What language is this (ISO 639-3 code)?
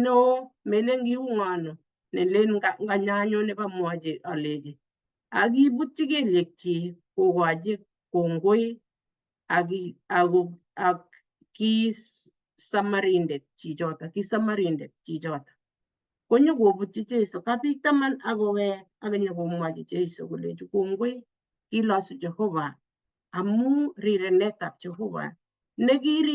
kln